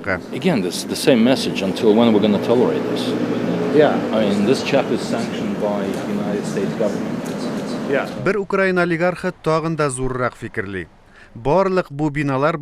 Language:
Tatar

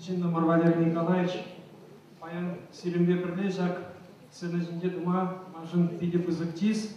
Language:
Chuvash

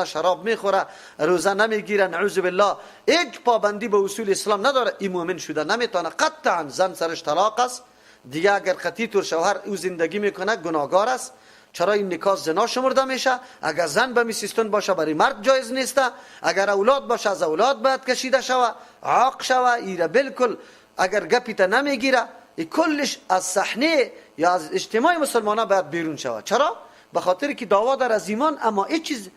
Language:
Persian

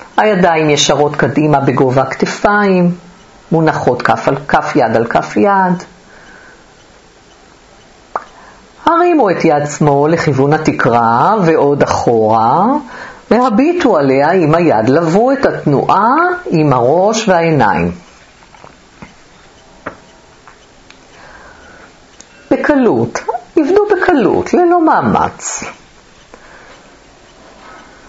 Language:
Hebrew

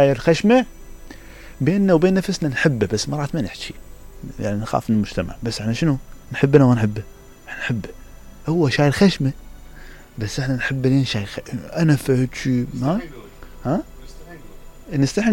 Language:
Mesopotamian Arabic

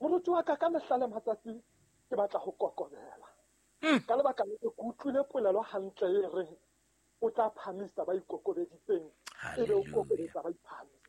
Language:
Southern Sotho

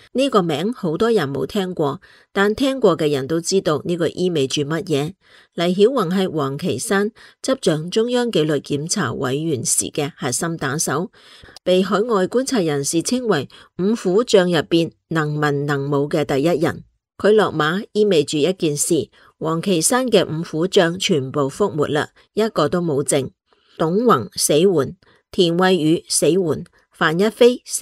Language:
Cantonese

